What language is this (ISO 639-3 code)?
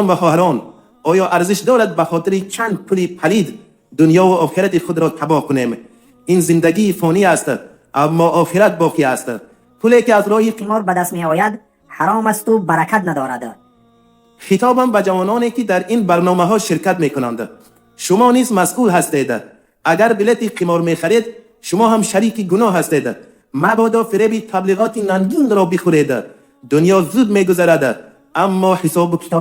tgk